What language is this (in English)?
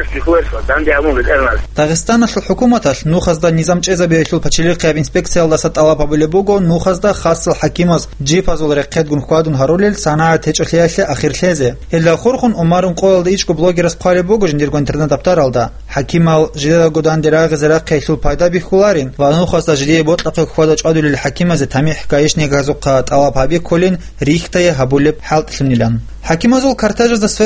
Avaric